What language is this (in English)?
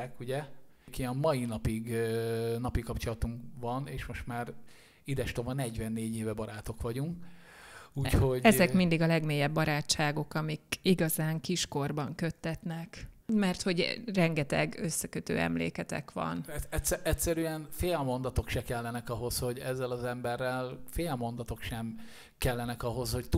Hungarian